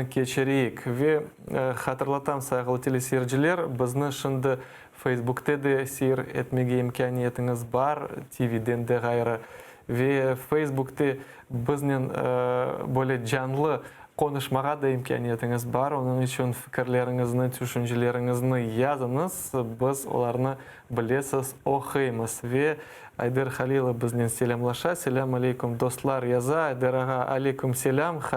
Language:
Crimean Tatar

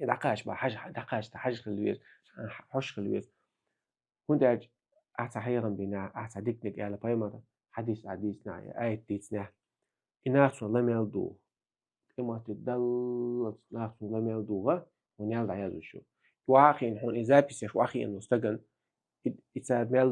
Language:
Chechen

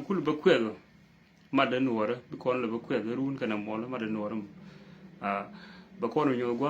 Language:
Nuer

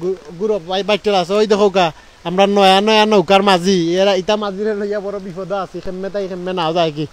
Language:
Sylheti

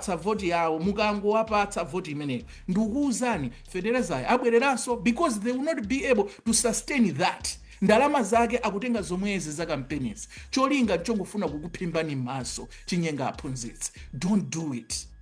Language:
Nyanja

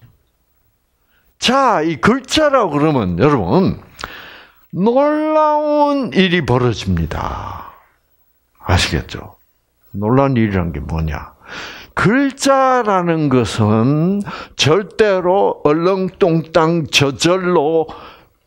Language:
Korean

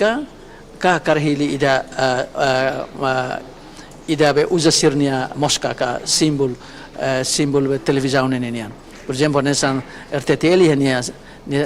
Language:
Tetum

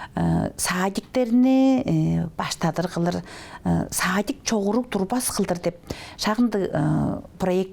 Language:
Tuvinian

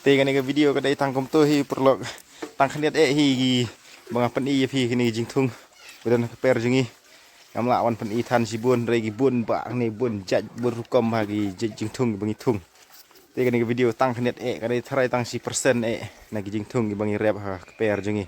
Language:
Khasi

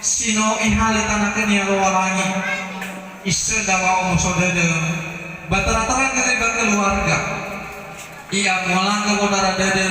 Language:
Nias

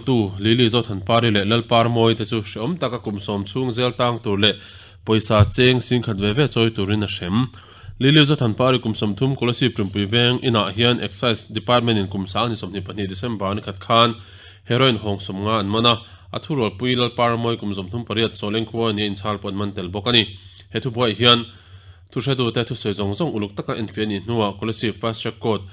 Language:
Mizo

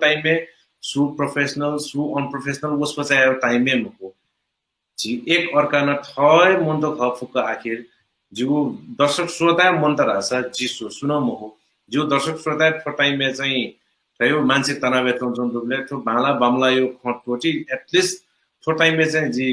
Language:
Newari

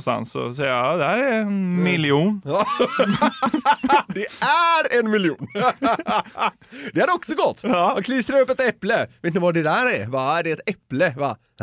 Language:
Swedish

